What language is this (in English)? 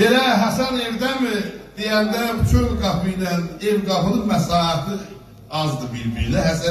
South Azerbaijani